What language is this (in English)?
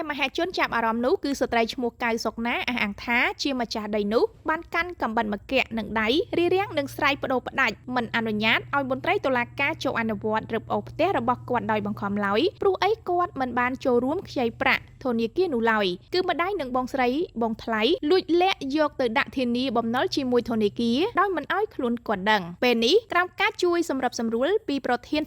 Khmer